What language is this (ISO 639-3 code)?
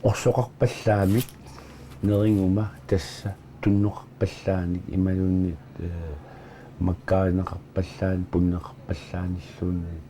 kal